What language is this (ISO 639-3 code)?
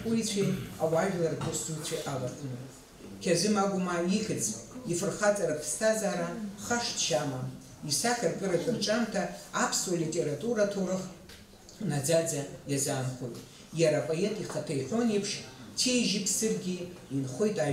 abk